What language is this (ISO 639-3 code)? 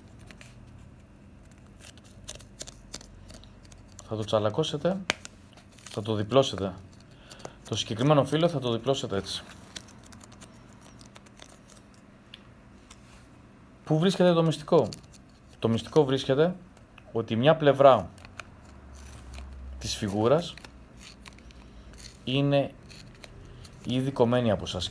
ell